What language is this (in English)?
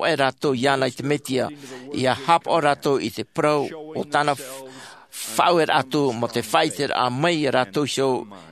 Tahitian